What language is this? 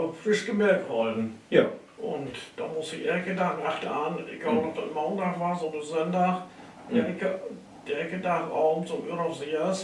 Low German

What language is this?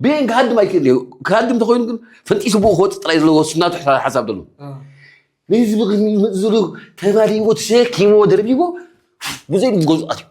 Tigrinya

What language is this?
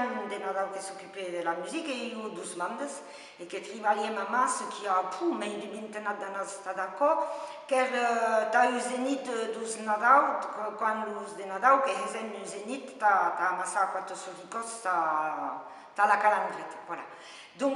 Occitan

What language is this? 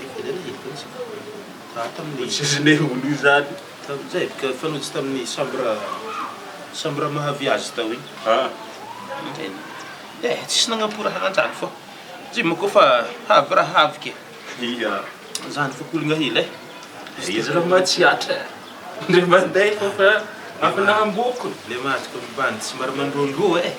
Malagasy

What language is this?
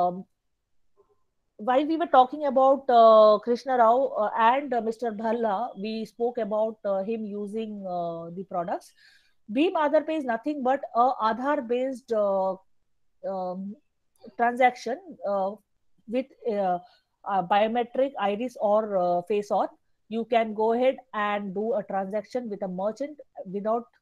English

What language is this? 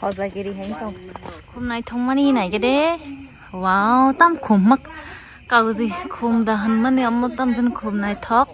Kok Borok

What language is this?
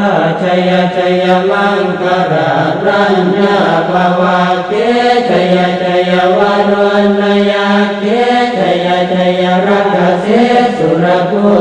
Pali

